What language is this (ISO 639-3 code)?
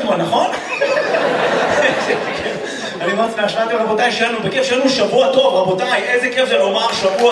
heb